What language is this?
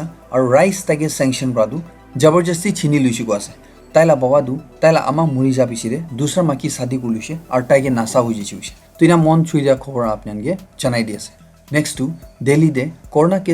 Naga Pidgin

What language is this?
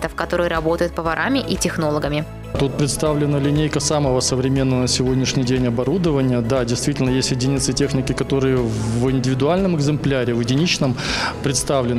Russian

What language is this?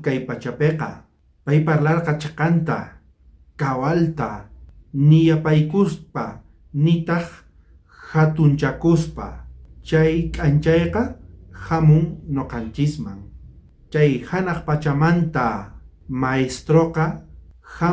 South Bolivian Quechua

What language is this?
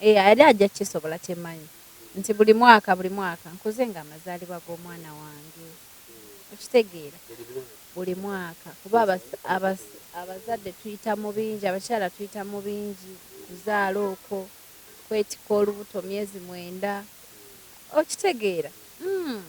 Ganda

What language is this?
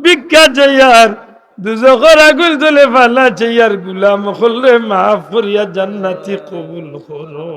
Sylheti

